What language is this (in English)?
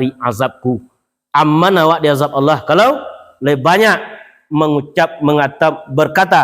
Minangkabau